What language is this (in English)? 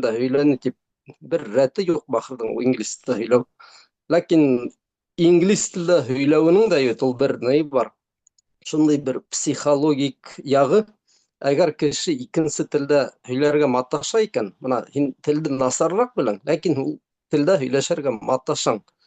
Bashkir